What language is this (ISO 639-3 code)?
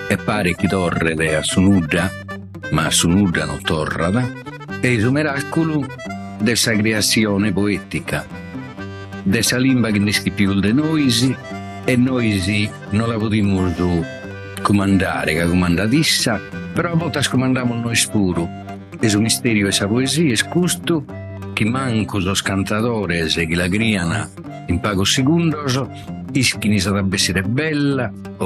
srd